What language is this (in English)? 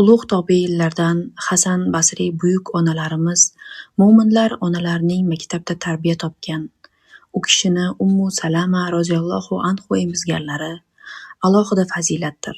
Uzbek